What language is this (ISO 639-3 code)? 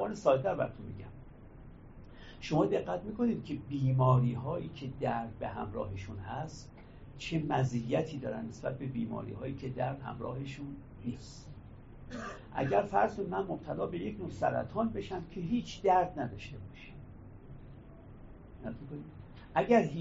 fas